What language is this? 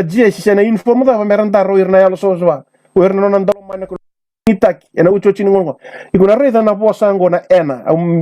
Fijian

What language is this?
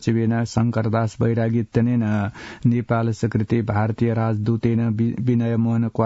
Sanskrit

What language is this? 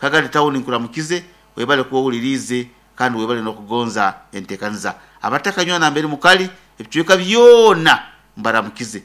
Nyoro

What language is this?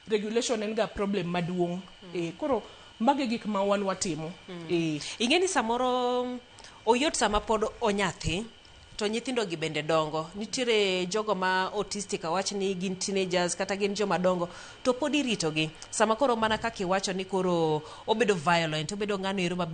Luo (Kenya and Tanzania)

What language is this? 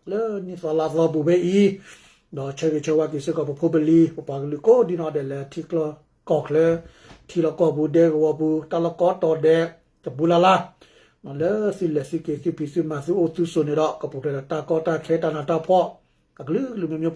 S'gaw Karen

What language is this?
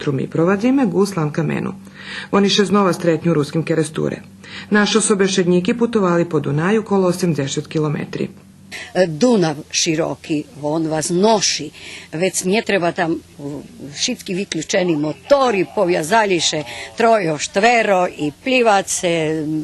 Rusyn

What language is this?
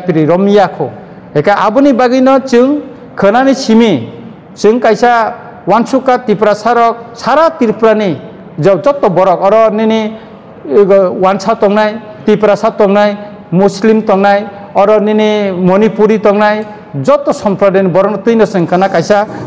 Kok Borok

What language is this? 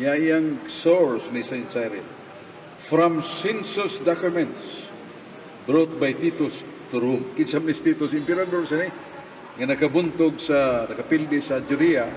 Cebuano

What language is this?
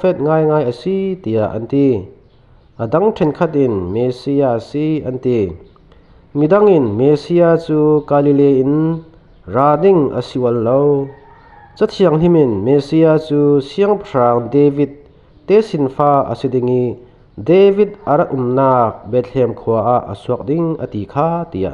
Falam Chin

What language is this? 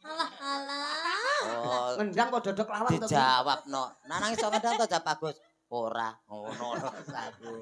Javanese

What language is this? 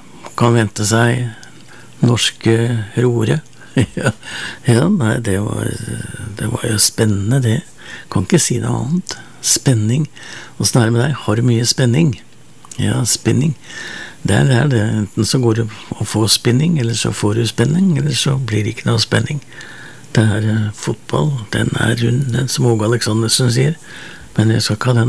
Norwegian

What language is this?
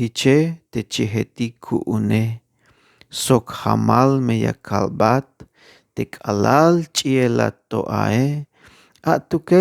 Tzeltal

